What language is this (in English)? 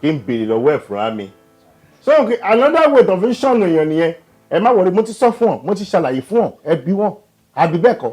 Yoruba